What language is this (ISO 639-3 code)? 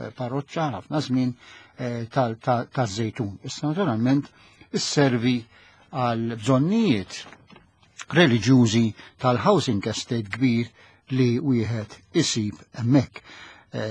mlt